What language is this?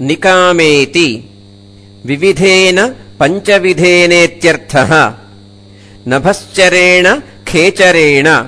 Sanskrit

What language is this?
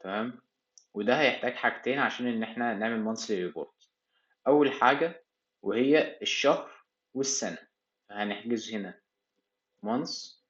Egyptian Arabic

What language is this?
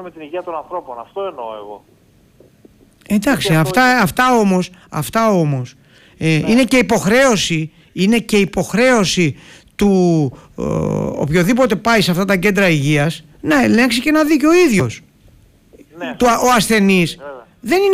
Greek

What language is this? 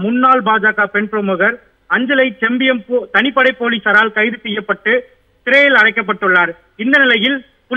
Tamil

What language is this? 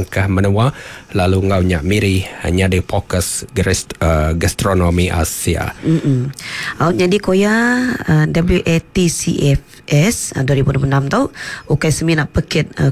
Iban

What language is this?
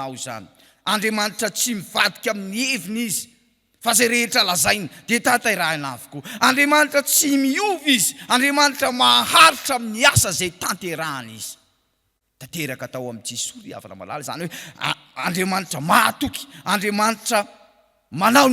Malagasy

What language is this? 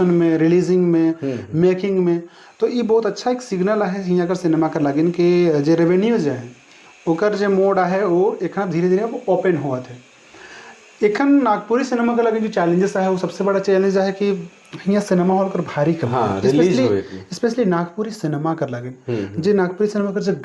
Sadri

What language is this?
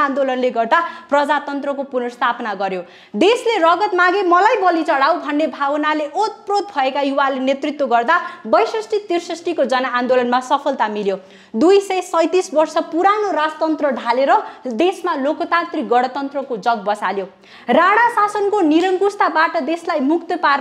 Nepali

